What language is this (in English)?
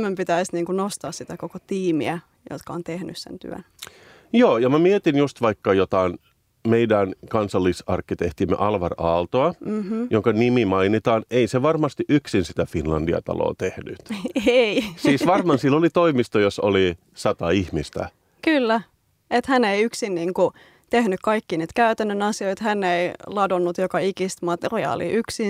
Finnish